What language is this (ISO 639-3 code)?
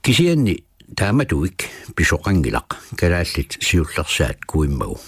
kal